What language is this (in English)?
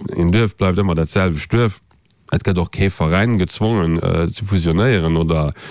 Luxembourgish